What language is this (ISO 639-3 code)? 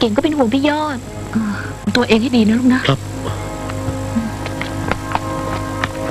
tha